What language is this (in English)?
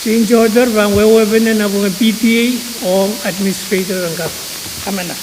Pohnpeian